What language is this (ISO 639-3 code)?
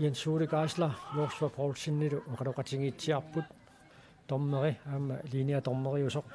kal